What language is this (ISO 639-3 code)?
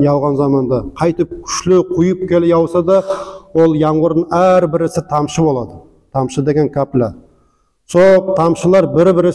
nog